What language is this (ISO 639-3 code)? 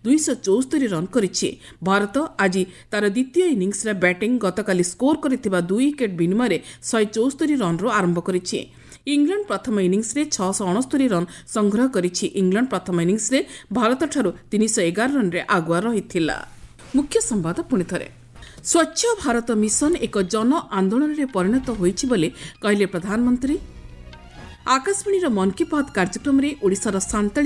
ori